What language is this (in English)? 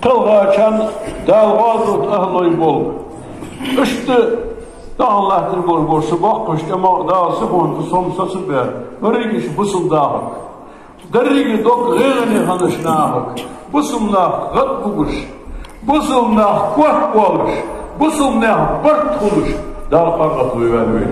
Ingush